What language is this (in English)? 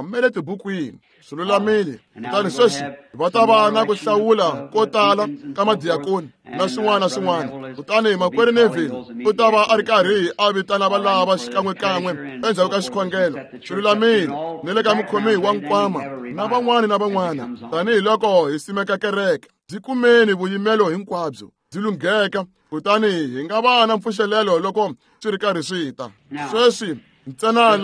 Tsonga